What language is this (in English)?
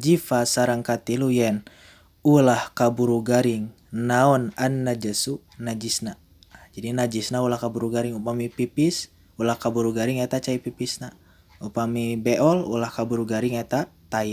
Sundanese